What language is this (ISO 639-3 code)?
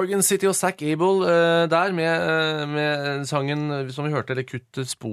nor